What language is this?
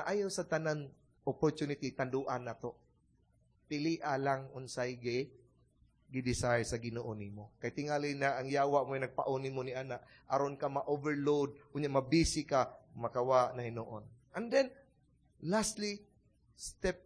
Cebuano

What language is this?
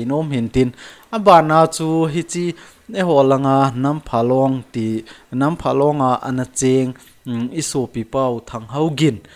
Thado Chin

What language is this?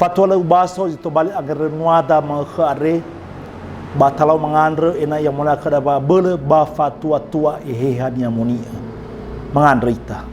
Nias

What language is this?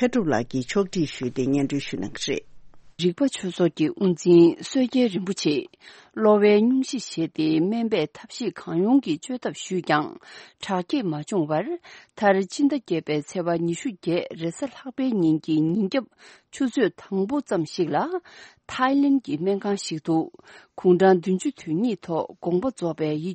Tibetan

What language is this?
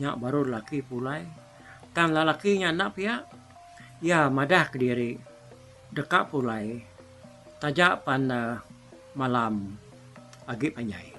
Iban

